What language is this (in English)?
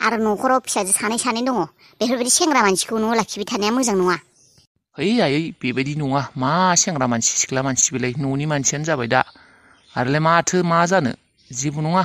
Bodo